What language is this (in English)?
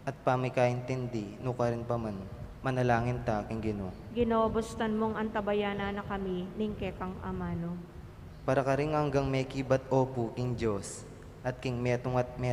Pampanga